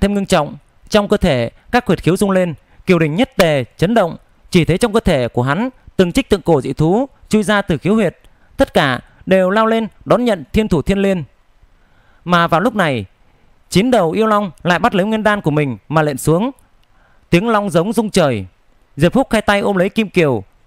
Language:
Vietnamese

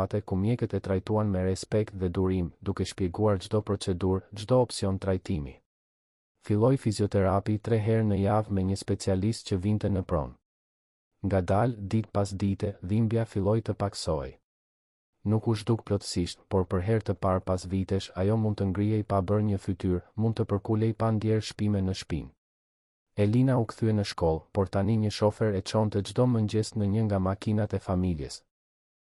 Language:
Albanian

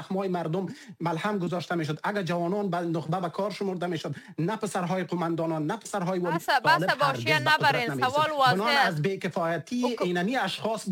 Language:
Persian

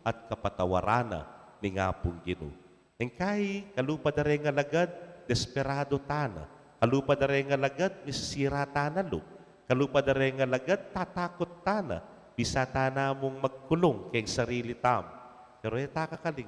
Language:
Pampanga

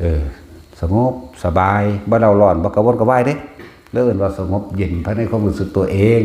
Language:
Lao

